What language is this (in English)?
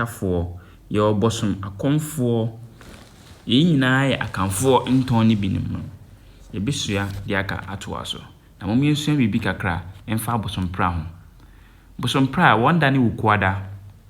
Akan